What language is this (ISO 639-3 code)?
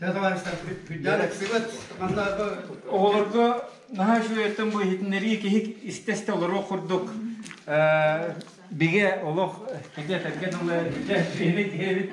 sah